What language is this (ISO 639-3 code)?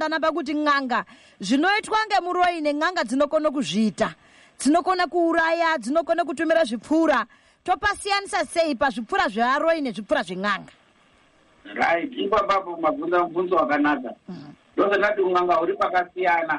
sna